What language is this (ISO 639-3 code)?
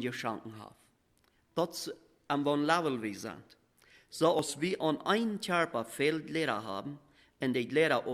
pdt